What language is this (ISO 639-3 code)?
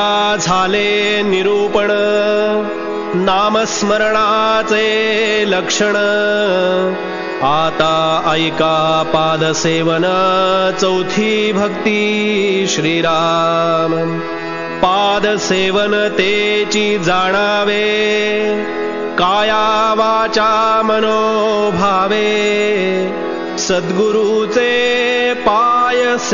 mar